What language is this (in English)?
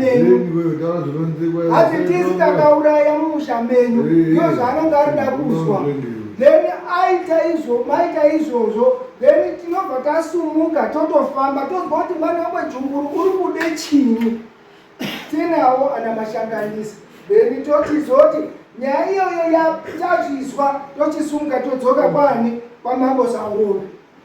Shona